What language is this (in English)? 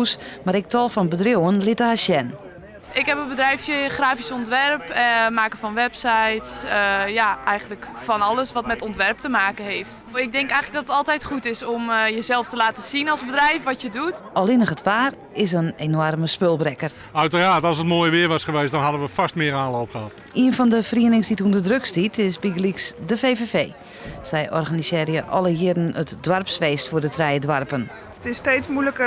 Western Frisian